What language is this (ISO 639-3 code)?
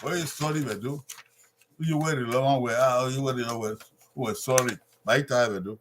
bin